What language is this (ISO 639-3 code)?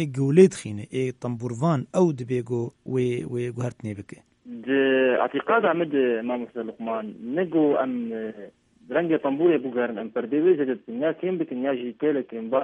kur